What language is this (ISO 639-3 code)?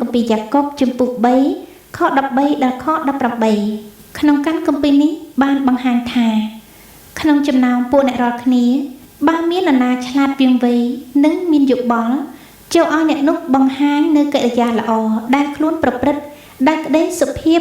khm